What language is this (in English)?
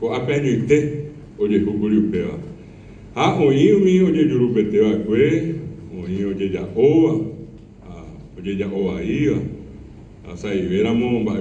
Guarani